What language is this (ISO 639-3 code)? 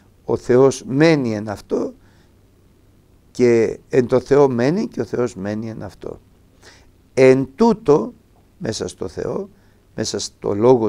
ell